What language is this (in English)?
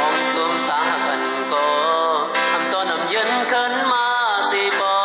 Shan